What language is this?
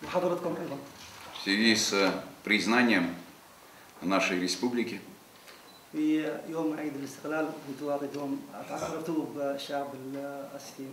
Ossetic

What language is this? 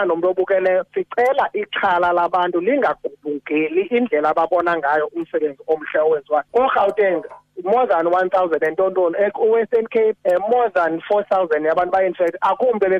Xhosa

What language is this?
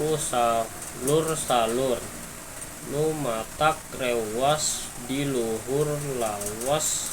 Sundanese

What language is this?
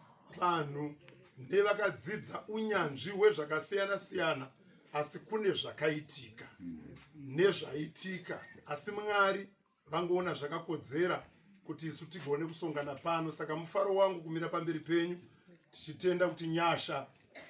Shona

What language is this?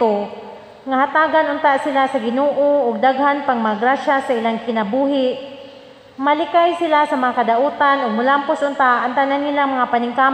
Cebuano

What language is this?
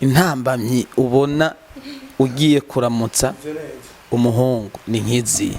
Rundi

